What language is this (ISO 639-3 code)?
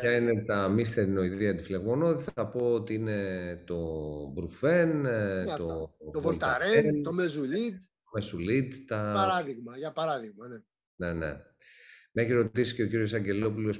ell